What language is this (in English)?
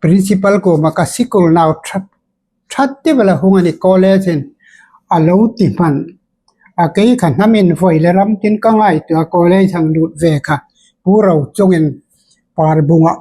Hmar